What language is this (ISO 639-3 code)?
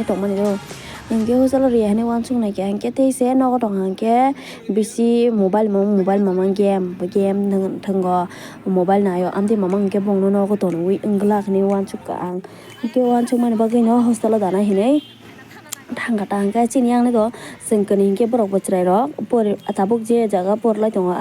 trp